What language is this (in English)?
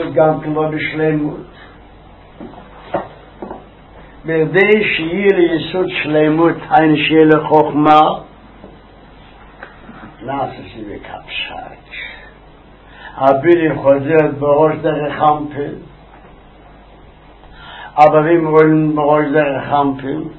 Hebrew